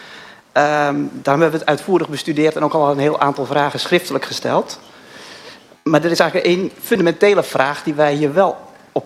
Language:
Dutch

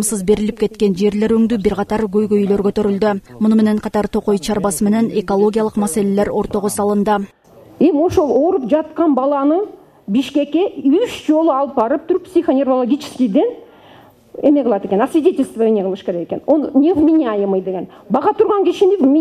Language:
Kyrgyz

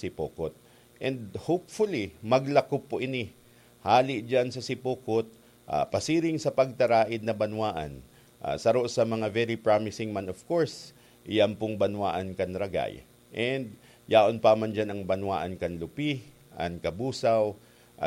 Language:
Bikol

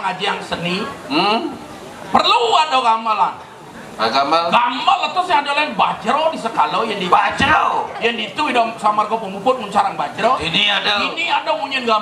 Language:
Balinese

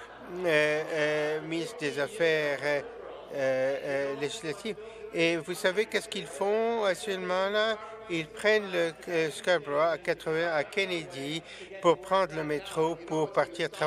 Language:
French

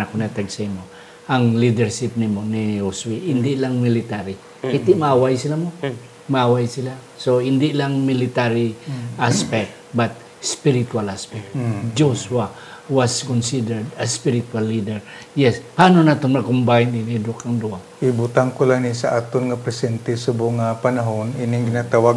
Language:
Hiligaynon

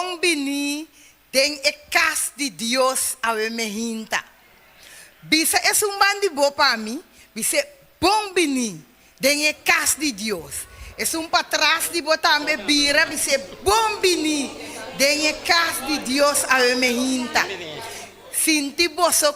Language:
Papiamento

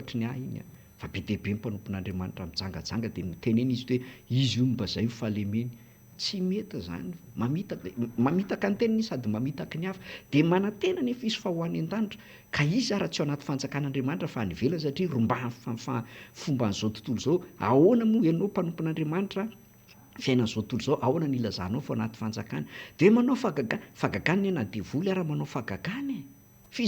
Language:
Malagasy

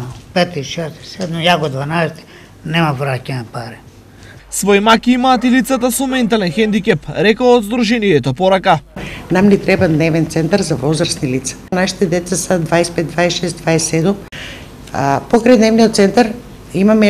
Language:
Macedonian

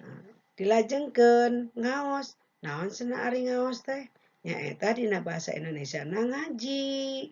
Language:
Sundanese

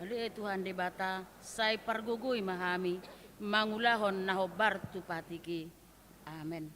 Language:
Batak Toba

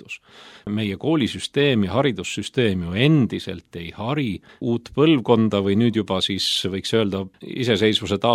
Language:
Estonian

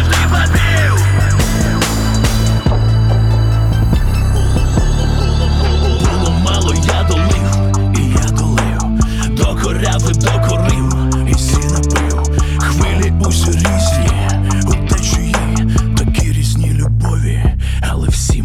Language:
Ukrainian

